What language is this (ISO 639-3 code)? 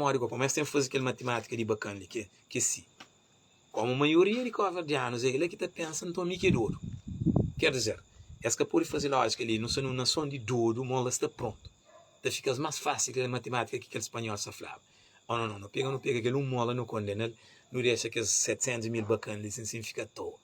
kea